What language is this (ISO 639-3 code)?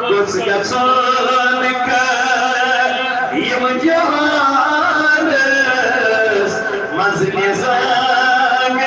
kas